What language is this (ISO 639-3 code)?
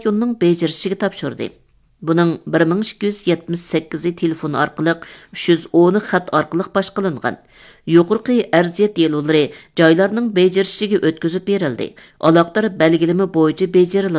uig